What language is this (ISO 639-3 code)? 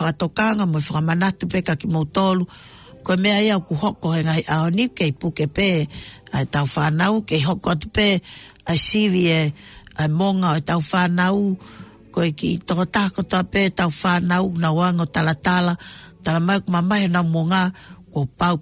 ton